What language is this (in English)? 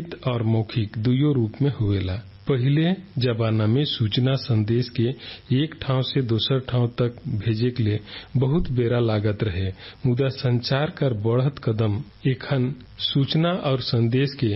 Sadri